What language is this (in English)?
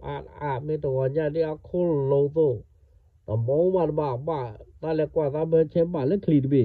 S'gaw Karen